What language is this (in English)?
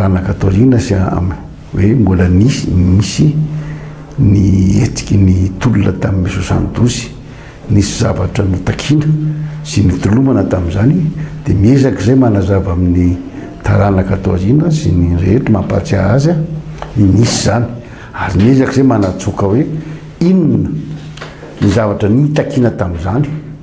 Malagasy